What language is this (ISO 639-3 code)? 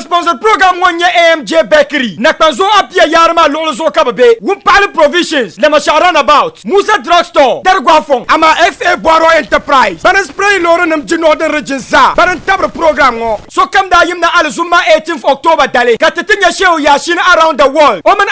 dag